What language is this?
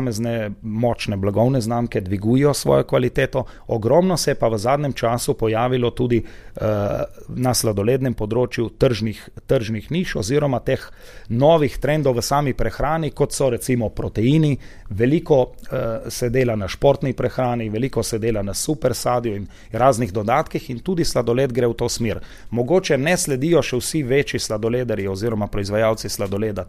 Slovenian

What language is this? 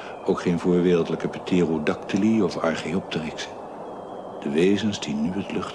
Dutch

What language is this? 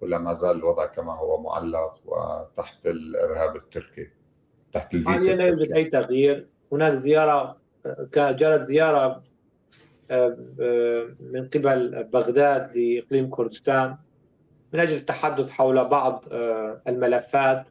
North Levantine Arabic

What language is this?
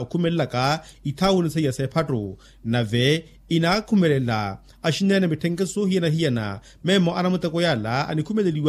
Makhuwa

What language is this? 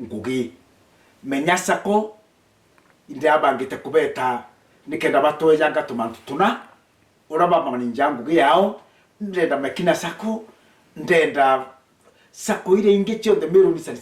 Meru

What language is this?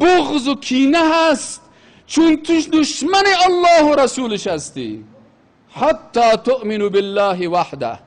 Persian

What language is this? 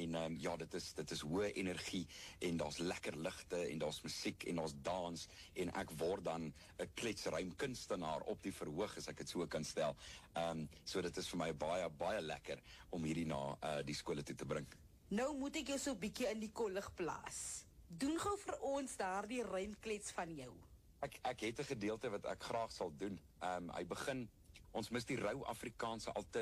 Afrikaans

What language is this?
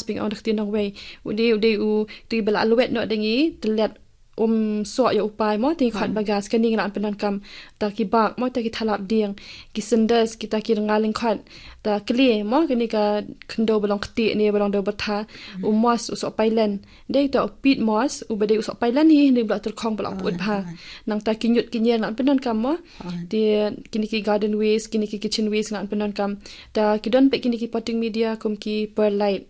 Khasi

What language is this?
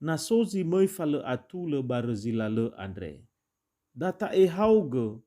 Nias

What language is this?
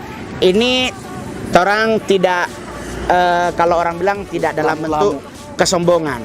Manado Malay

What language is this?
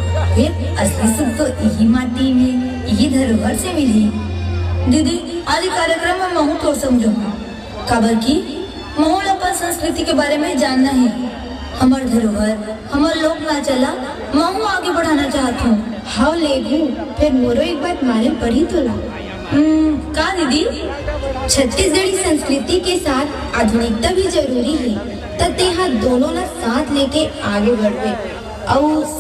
Chhattisgarhi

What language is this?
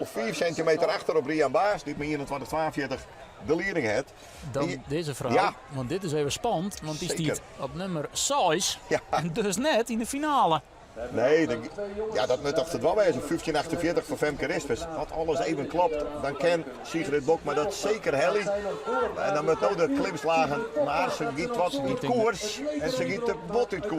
Western Frisian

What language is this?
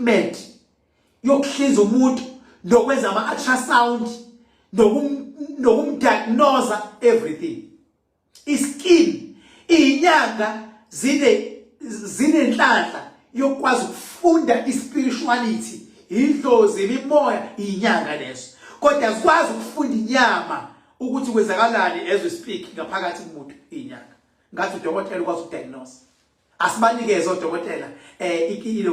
Zulu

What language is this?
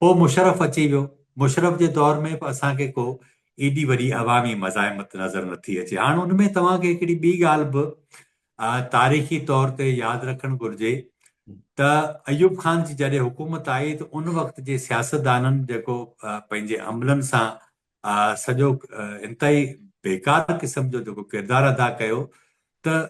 Sindhi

